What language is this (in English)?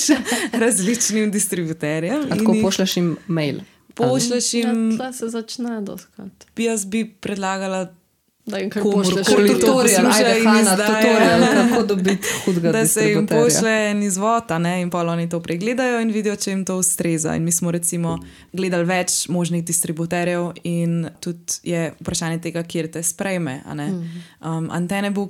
Slovenian